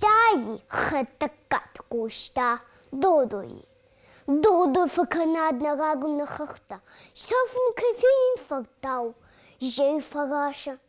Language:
Ossetic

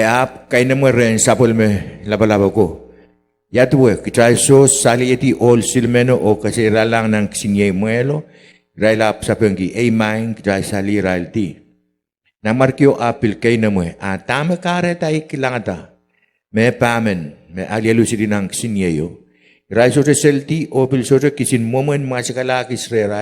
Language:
Pohnpeian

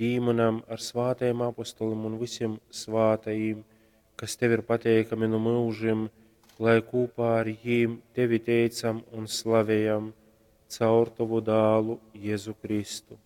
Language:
Latgalian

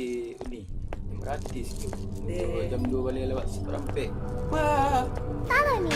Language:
Minangkabau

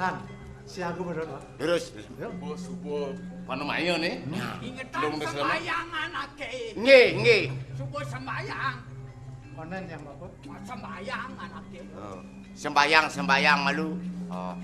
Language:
Balinese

